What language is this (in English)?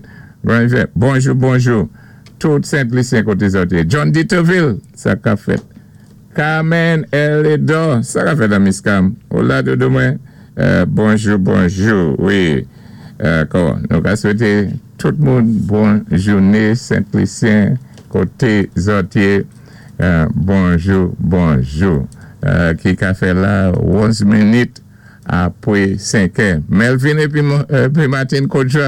Saint Lucian Creole French